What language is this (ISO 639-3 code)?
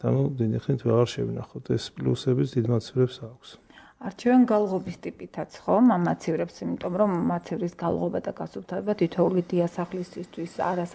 kat